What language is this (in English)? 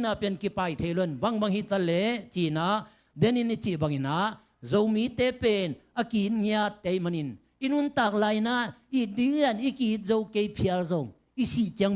Tedim Chin